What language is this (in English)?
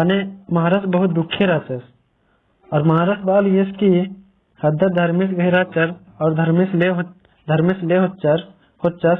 Kurukh